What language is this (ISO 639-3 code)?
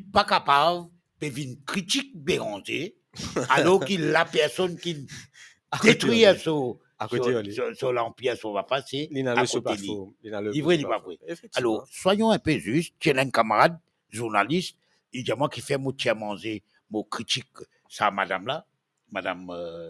mfe